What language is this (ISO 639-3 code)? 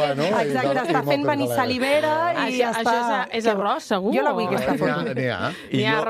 cat